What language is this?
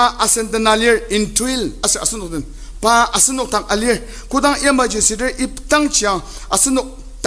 Ao Naga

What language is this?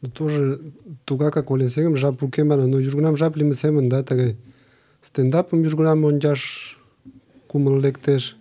Mari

